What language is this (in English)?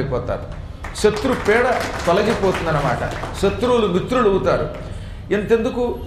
Telugu